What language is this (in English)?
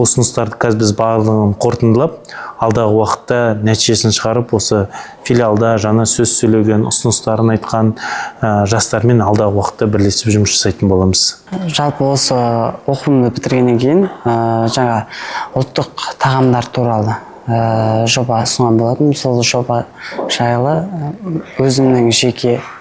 Kazakh